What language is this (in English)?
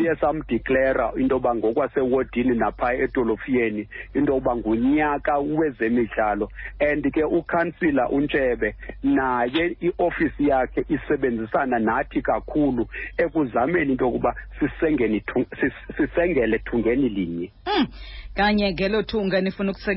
Xhosa